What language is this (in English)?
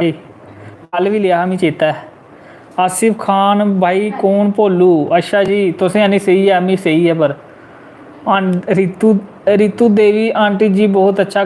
Dogri